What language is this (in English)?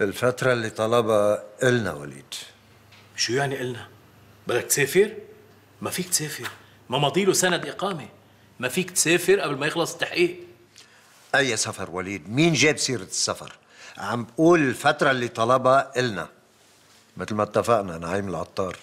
North Levantine Arabic